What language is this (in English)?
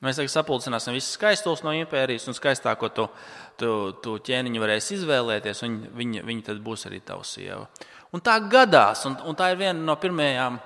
Latvian